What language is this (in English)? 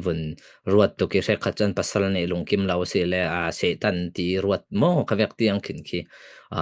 Falam Chin